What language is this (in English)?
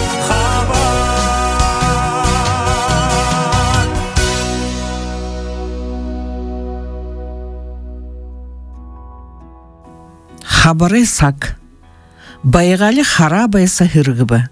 Buriat